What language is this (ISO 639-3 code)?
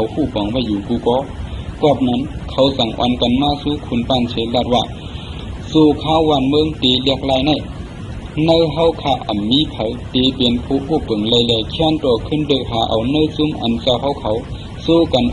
shn